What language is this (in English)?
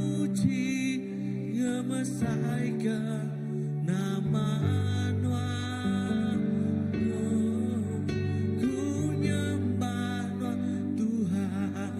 Iban